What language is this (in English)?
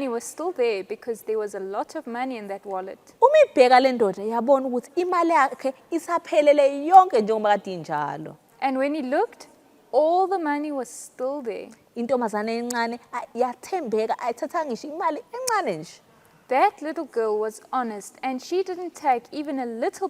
Zulu